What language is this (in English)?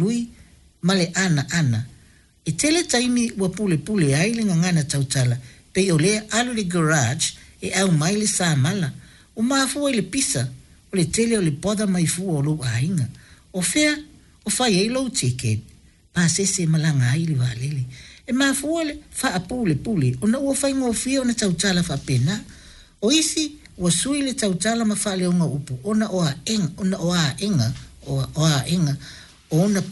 Samoan